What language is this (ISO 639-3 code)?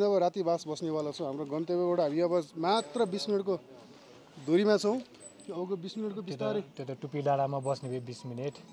nep